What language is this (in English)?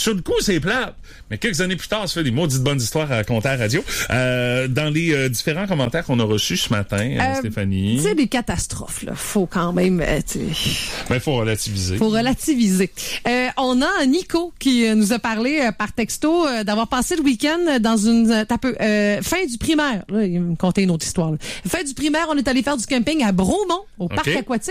French